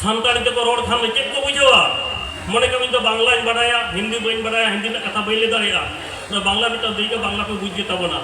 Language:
Santali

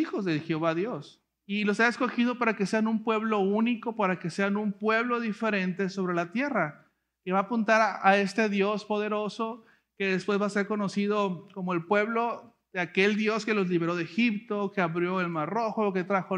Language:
Spanish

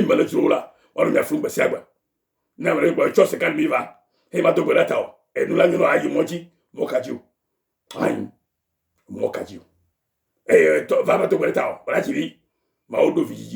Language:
Ewe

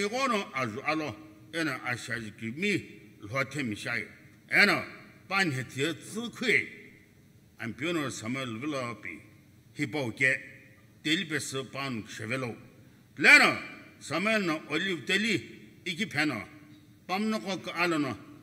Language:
Sumi Naga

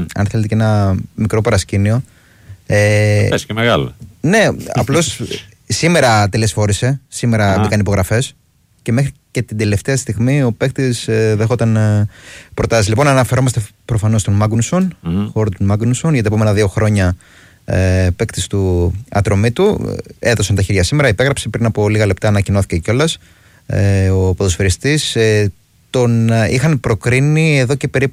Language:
Greek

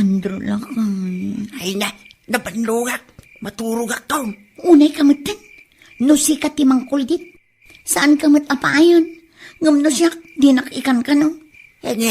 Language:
Iloko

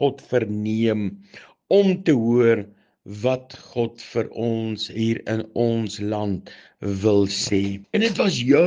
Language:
Afrikaans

